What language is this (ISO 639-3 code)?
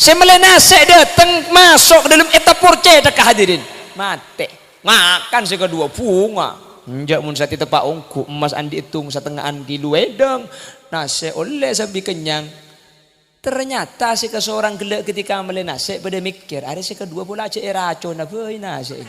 mad